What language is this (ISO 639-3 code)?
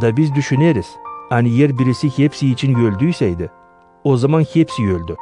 gag